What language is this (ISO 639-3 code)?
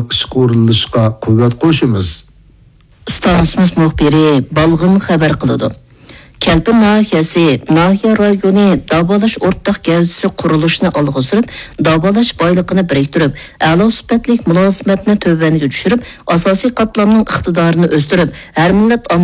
uig